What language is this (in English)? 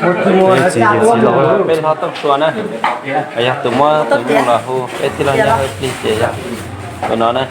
Hmong